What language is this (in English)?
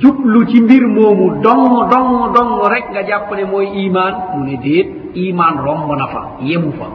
Wolof